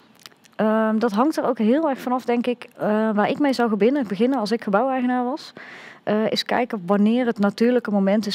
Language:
Dutch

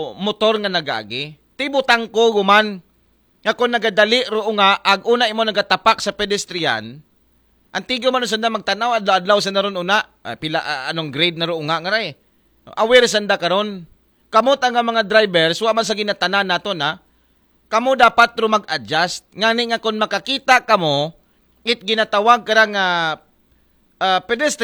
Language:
Aklanon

